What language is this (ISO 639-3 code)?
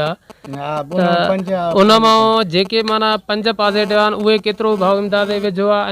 snd